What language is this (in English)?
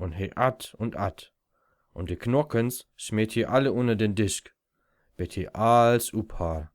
Low German